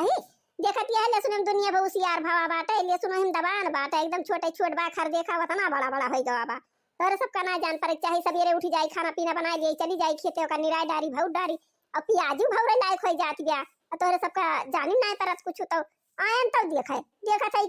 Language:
Awadhi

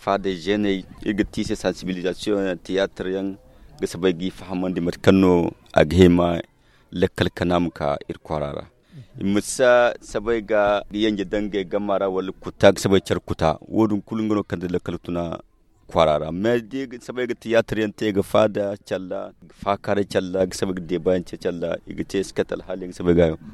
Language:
Zarma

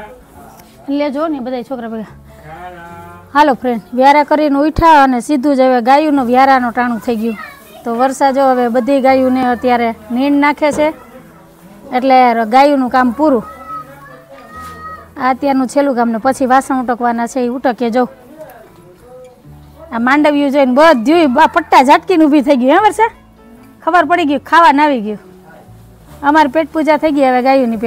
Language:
Gujarati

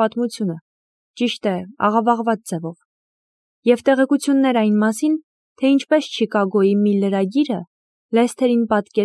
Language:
Armenian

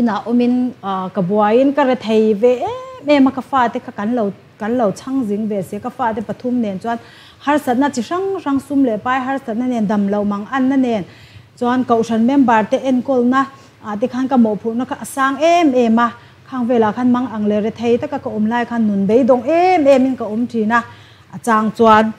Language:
Mizo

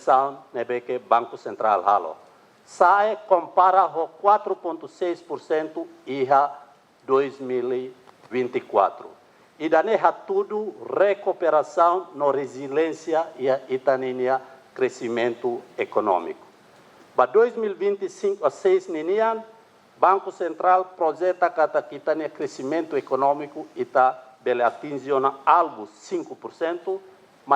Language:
Tetum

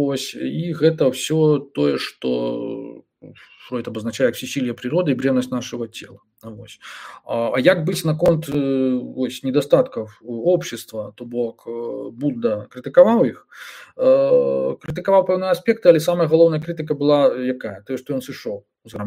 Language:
Belarusian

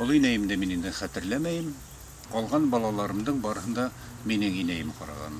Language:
Bashkir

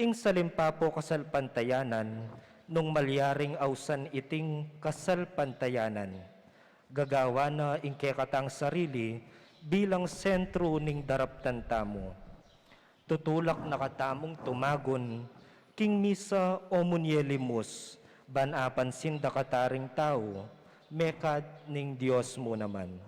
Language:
Pampanga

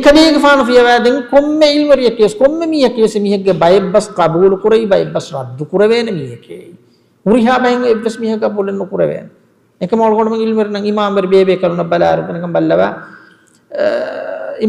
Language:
Divehi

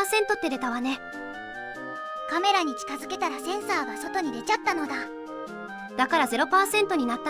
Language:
Japanese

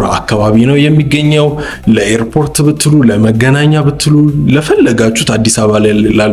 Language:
Amharic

